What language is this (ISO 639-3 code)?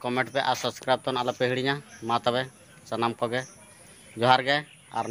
sat